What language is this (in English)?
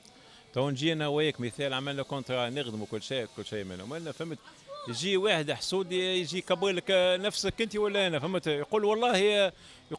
Tunisian Arabic